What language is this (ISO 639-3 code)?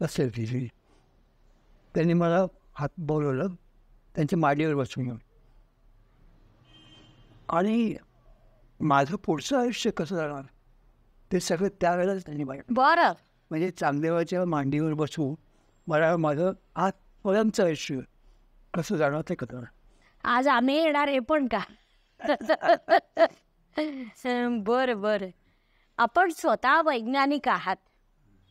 mar